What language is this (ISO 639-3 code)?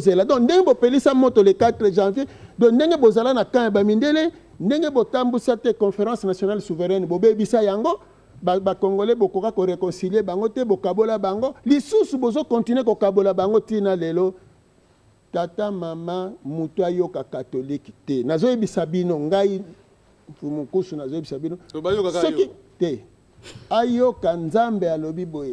lin